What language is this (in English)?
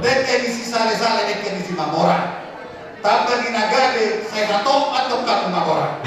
Batak Toba